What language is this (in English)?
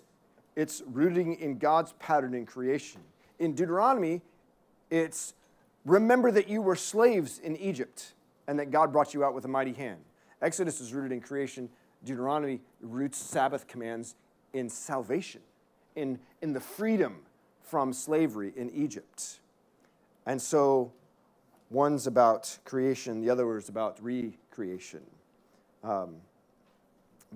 English